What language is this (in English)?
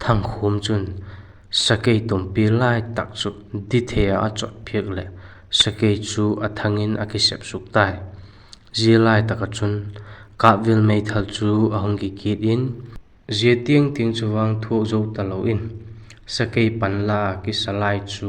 Vaiphei